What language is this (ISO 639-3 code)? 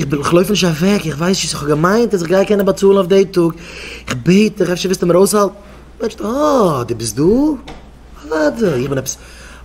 yid